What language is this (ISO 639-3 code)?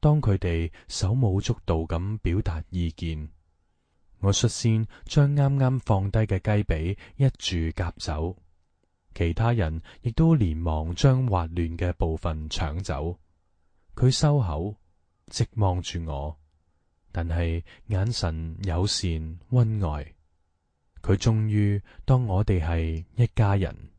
yue